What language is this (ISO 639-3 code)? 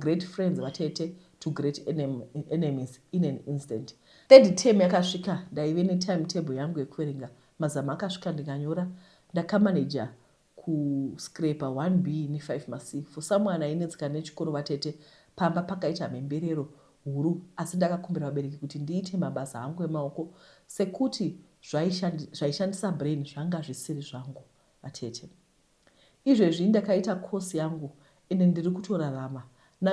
sna